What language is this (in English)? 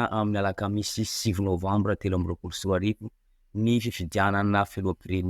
Malagasy